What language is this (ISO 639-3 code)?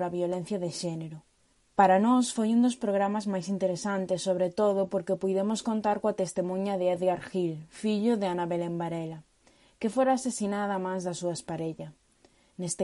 glg